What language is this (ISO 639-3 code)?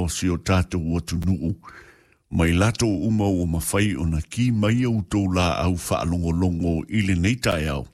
smo